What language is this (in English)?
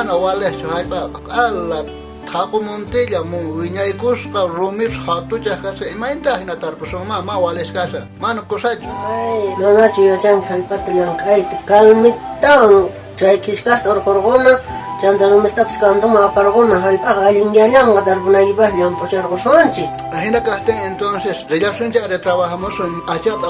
South Bolivian Quechua